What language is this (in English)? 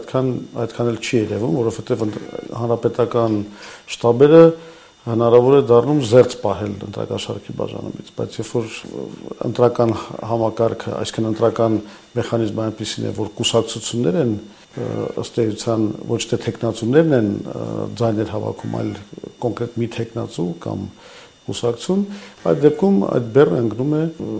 Armenian